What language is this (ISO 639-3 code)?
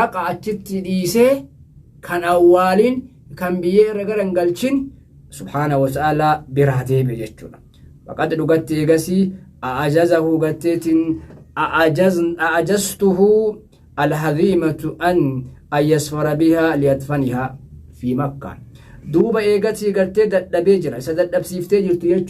orm